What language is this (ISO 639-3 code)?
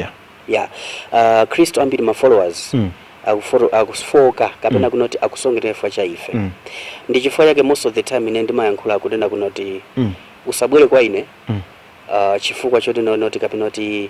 nya